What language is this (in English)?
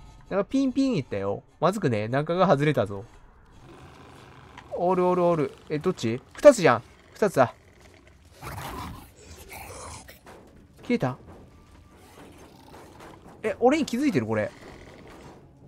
Japanese